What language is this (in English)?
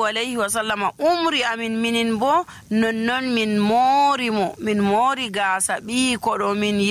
Nigerian Fulfulde